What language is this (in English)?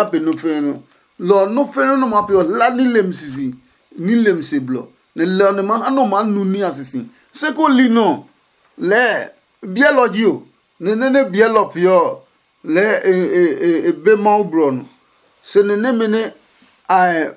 Adangme